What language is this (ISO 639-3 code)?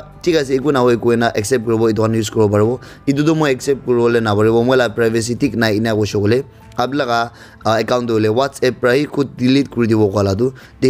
nag